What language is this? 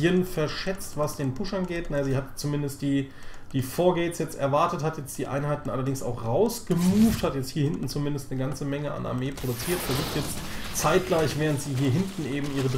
German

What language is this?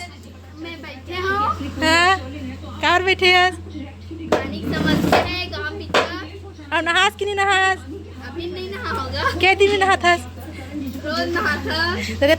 Chhattisgarhi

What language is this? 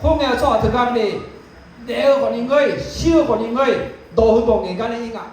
Akha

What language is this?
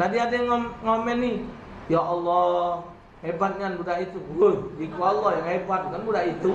Musi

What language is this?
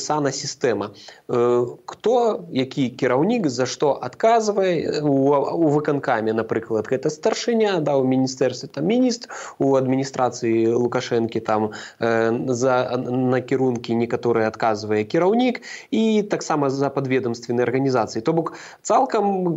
Belarusian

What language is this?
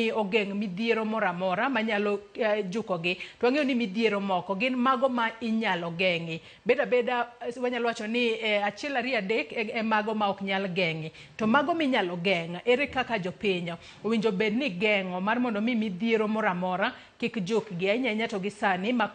Luo (Kenya and Tanzania)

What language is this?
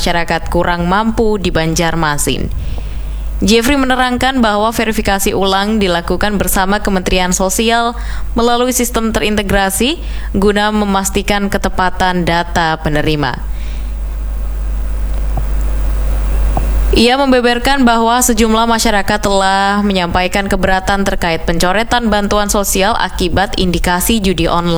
Indonesian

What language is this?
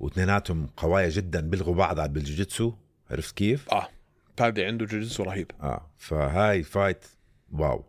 North Levantine Arabic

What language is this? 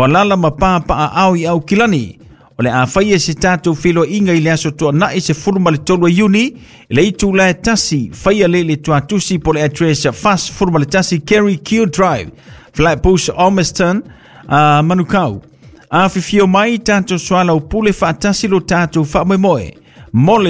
Samoan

